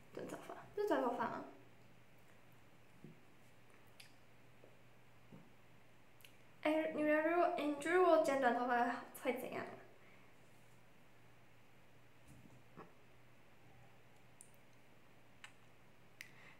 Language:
Chinese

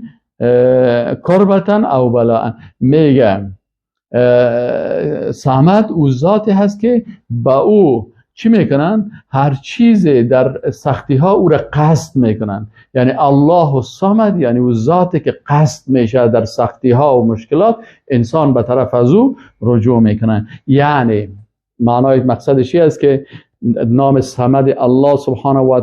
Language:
Persian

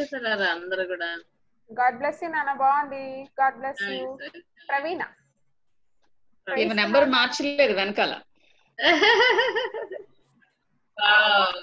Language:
Telugu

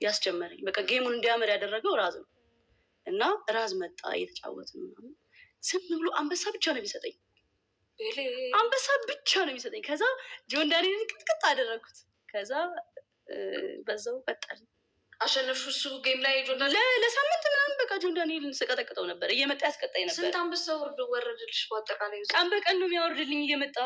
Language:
Amharic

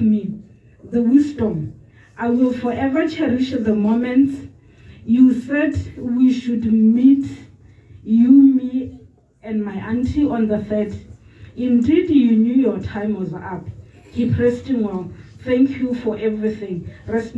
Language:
Tswana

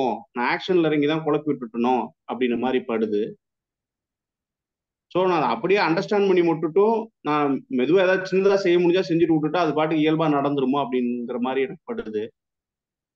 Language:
Tamil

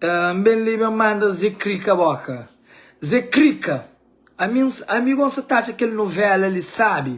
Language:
Kabuverdianu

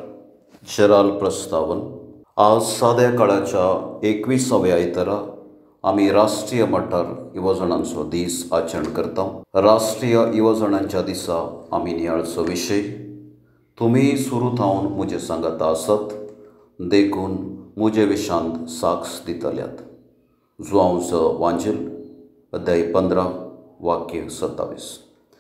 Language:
Konkani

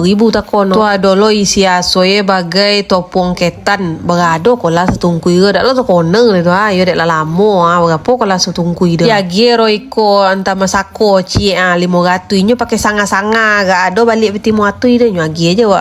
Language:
Minangkabau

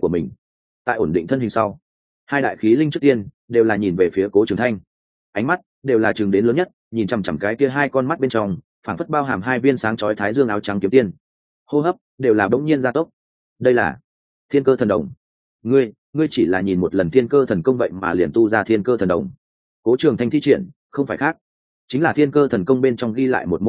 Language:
Vietnamese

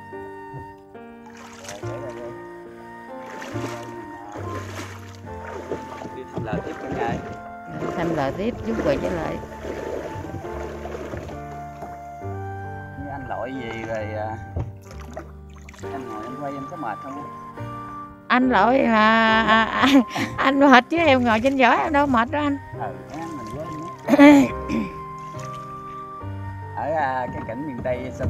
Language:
Vietnamese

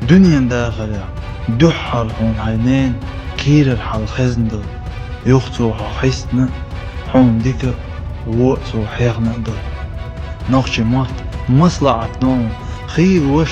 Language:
Chechen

